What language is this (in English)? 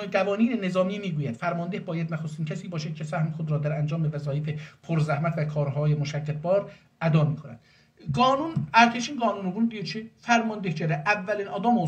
South Azerbaijani